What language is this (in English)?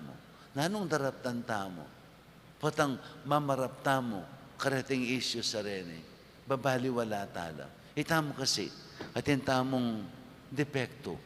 Pampanga